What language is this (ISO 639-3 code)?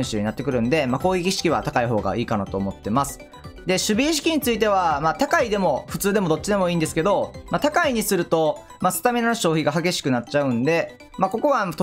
jpn